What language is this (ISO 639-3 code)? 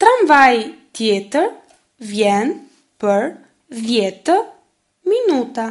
sqi